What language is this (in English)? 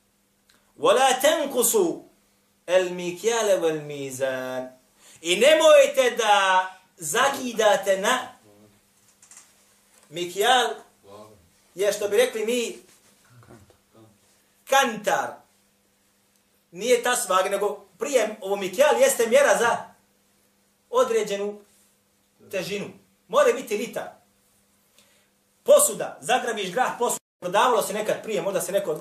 Bosnian